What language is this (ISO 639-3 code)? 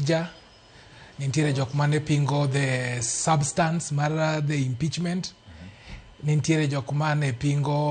luo